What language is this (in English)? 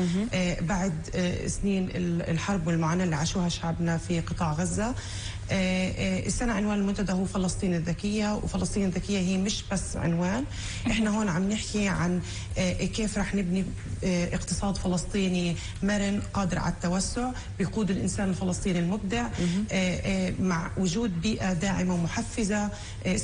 North Levantine Arabic